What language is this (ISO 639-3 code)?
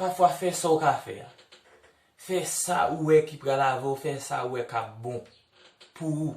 hat